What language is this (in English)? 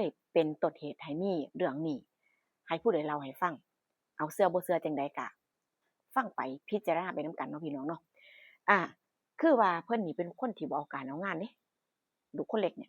Northeastern Thai